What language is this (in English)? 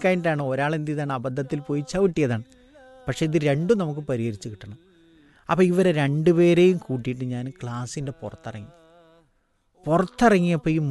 Malayalam